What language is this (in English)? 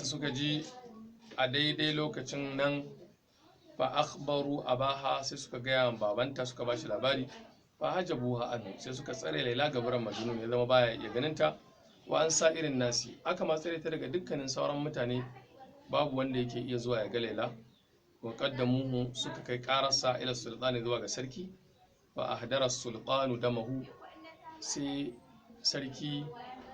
Hausa